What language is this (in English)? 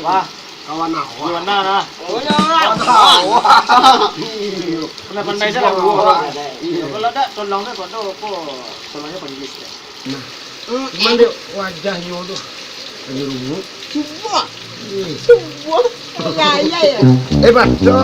Minangkabau